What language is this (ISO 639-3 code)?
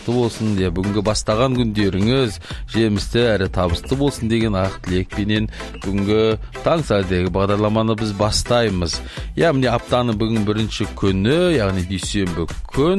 kaz